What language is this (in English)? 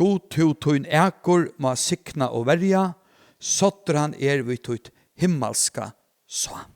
Faroese